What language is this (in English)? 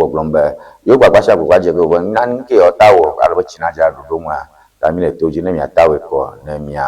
Ewe